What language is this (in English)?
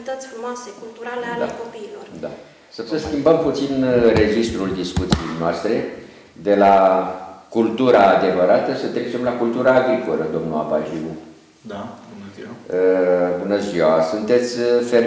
Romanian